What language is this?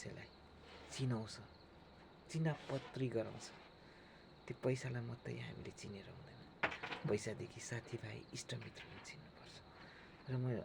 Nepali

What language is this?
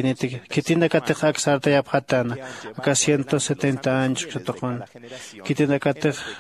Aymara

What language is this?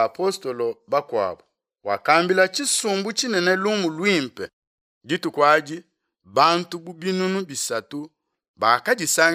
Luba-Lulua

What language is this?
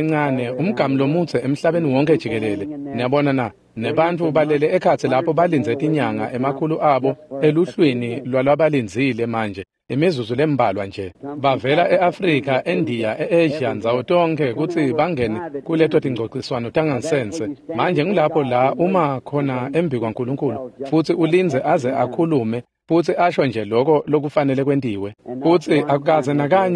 Swati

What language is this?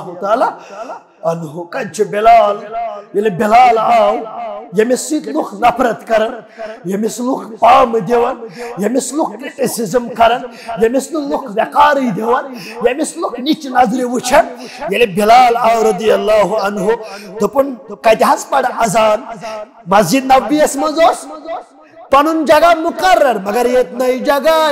Kashmiri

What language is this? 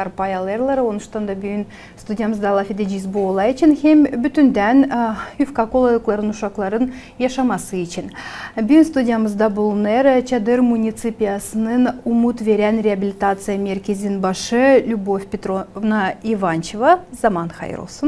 Gagauz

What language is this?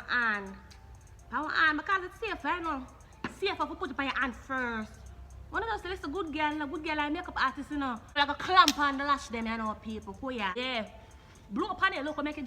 Jamaican Creole English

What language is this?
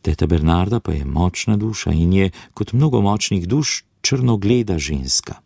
Slovenian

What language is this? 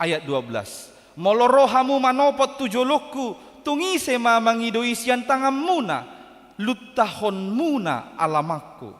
Batak Toba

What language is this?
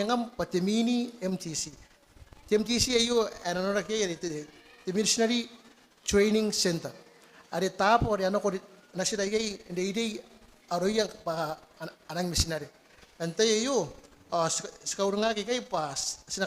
Gilbertese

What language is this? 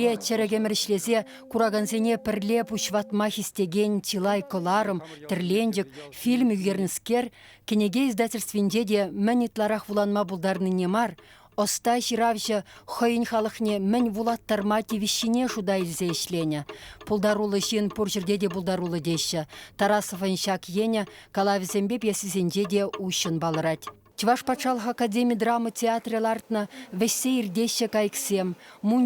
Chuvash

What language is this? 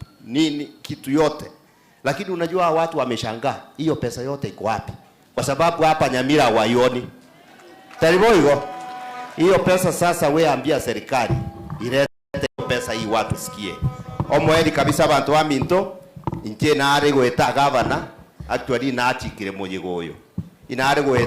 Gusii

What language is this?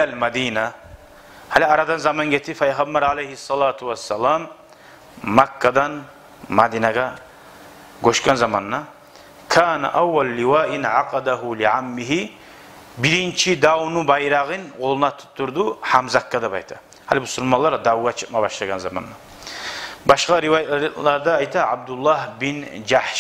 Kumyk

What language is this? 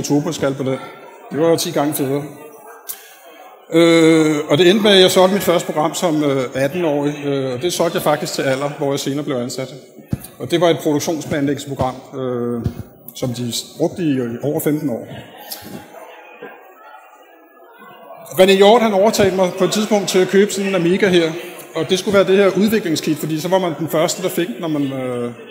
Danish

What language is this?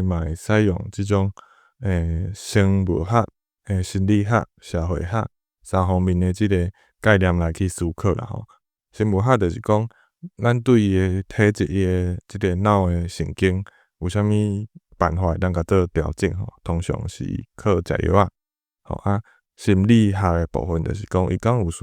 Min Nan Chinese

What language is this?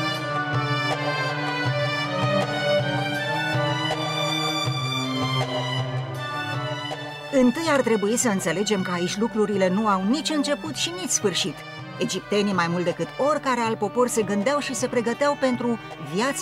Romanian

